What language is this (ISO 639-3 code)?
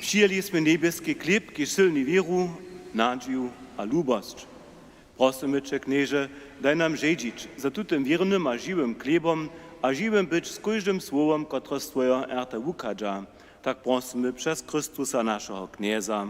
hsb